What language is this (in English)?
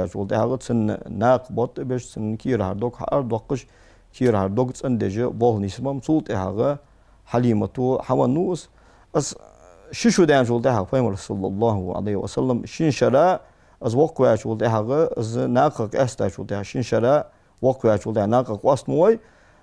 Ingush